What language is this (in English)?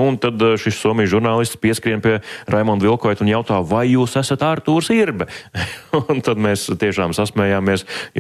Latvian